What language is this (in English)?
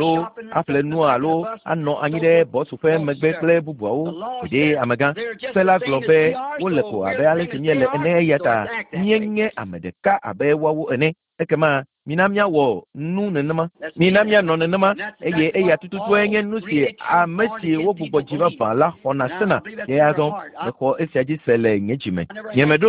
Ewe